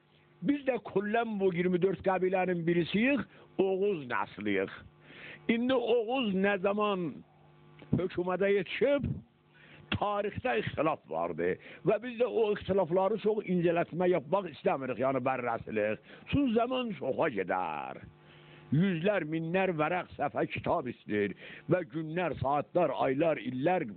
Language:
South Azerbaijani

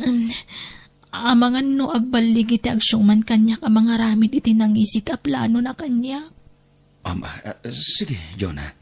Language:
Iloko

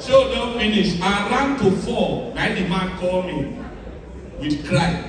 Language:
Nigerian Pidgin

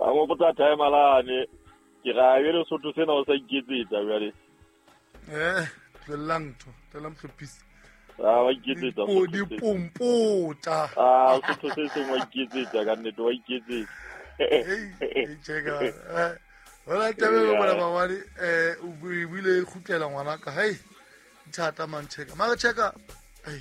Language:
Southern Sotho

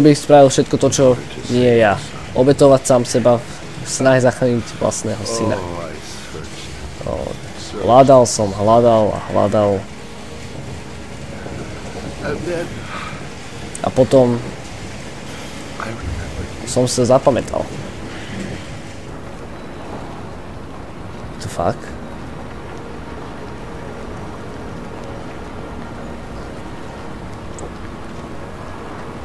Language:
Slovak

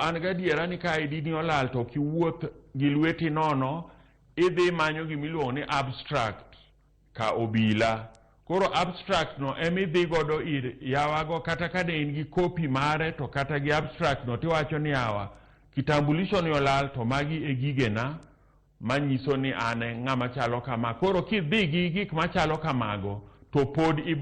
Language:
Luo (Kenya and Tanzania)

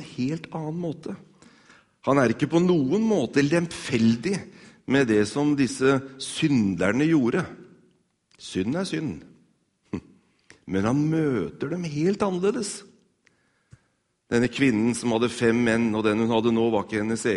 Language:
Norwegian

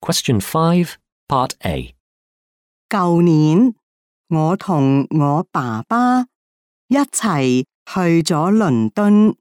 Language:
Cantonese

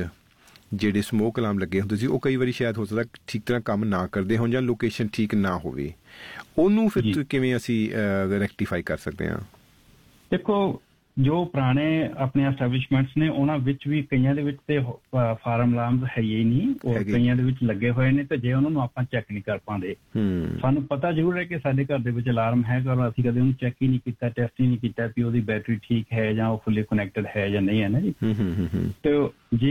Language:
Punjabi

